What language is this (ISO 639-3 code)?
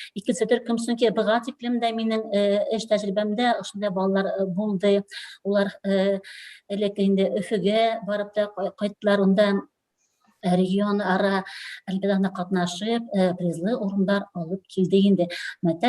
bak